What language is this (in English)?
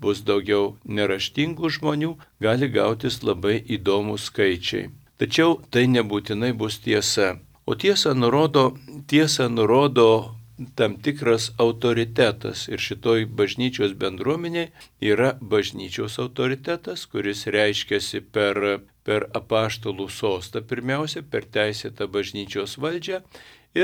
Lithuanian